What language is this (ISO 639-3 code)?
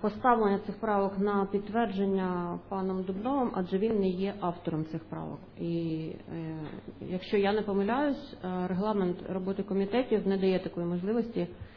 ukr